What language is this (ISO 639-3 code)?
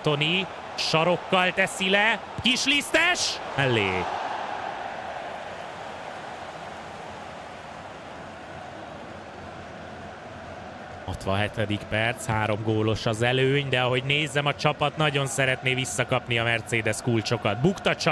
hun